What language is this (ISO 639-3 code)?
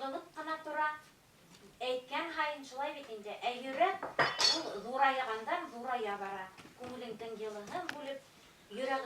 bak